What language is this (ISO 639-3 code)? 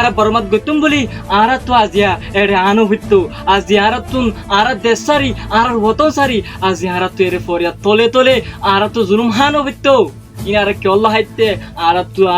rhg